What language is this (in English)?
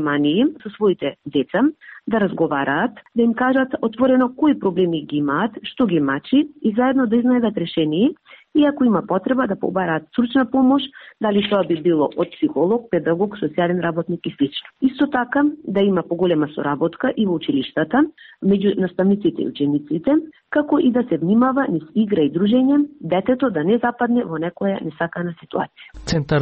Macedonian